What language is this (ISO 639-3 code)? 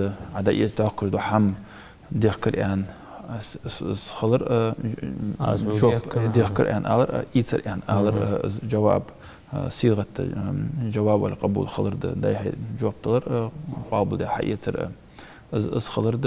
inh